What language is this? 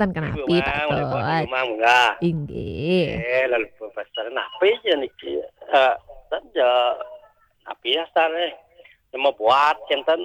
Balinese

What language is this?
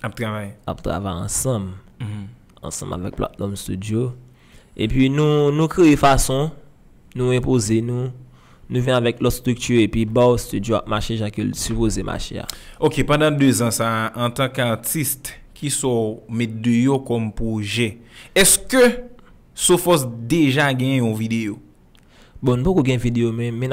Haitian Creole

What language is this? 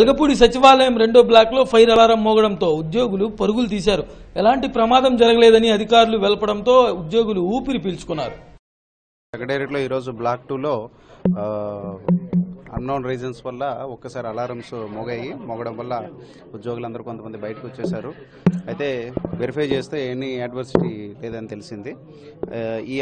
Telugu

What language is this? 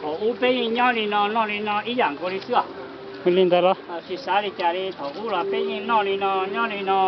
Hmong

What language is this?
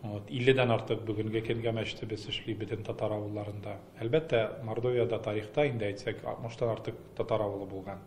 Tatar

